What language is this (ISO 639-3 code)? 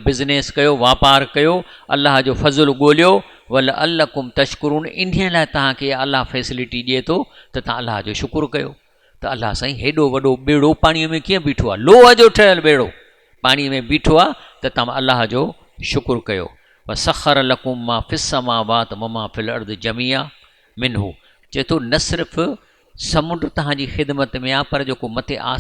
snd